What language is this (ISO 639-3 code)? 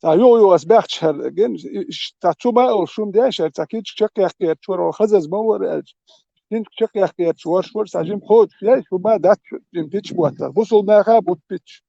che